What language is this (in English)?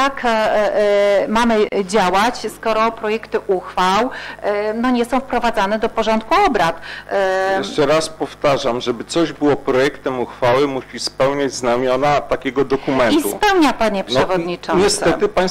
Polish